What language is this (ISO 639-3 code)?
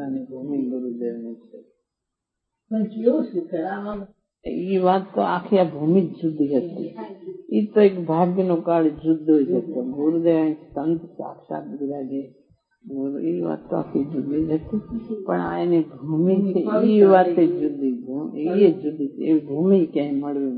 guj